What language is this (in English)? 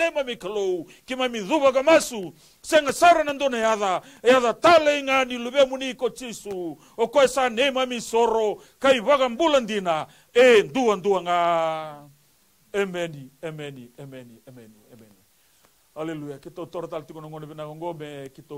Fijian